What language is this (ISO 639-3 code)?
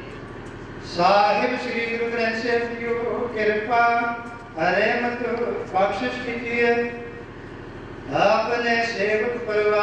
pan